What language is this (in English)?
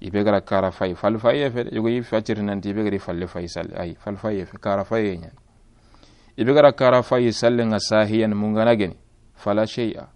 Soninke